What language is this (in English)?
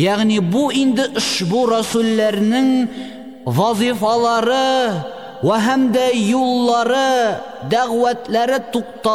Tatar